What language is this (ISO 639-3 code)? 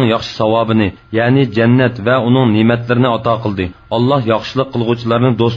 uig